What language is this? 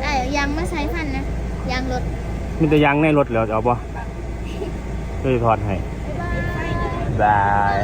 Northeastern Thai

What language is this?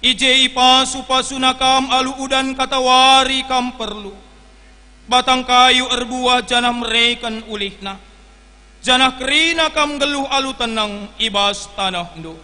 Batak Karo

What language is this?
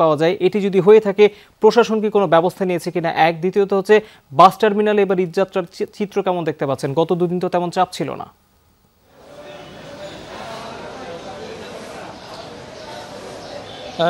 Bangla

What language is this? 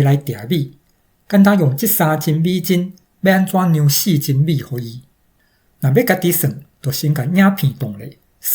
Min Nan Chinese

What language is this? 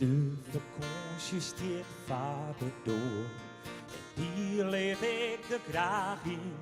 Western Frisian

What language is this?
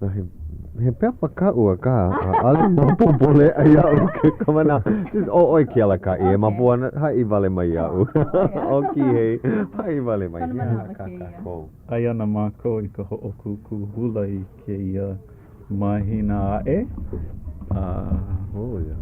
Hawaiian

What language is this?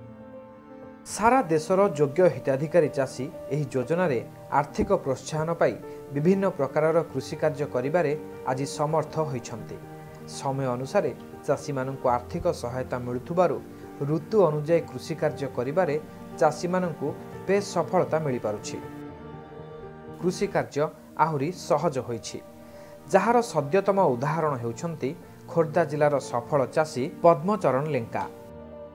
Odia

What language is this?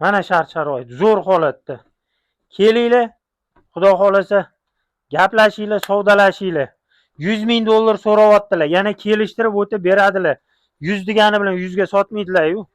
Uzbek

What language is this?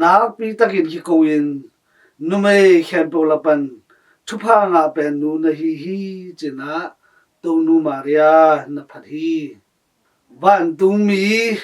Tedim Chin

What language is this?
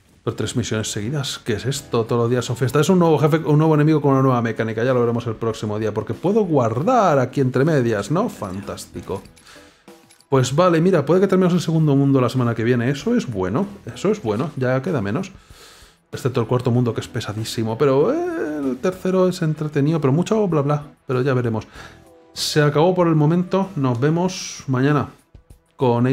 Spanish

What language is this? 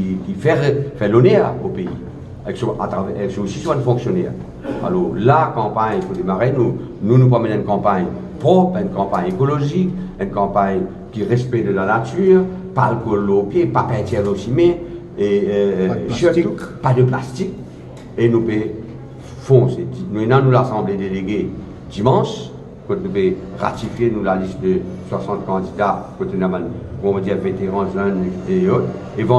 Morisyen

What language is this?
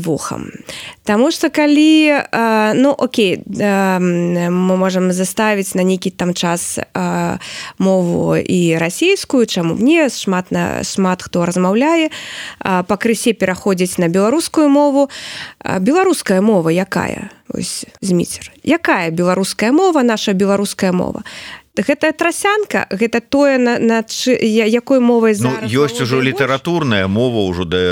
Belarusian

